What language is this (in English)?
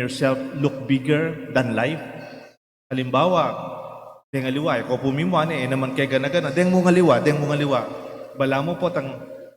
Pampanga